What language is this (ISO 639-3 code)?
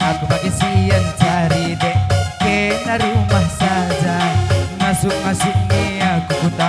btx